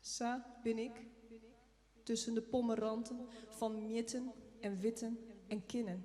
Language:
Western Frisian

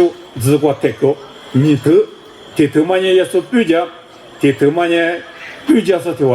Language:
Lisu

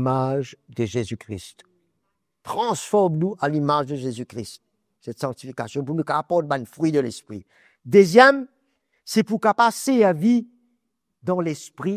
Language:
Morisyen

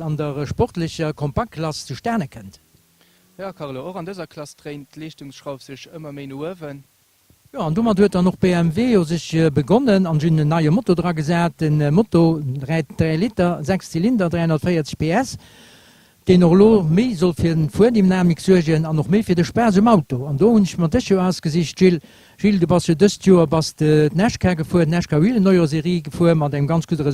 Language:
Luxembourgish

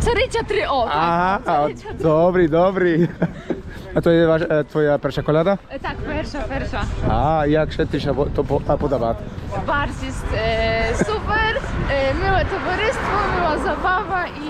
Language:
Rusyn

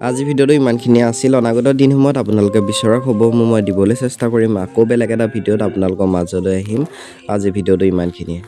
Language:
Assamese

